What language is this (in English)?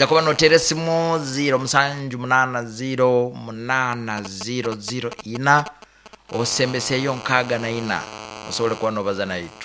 Nyankole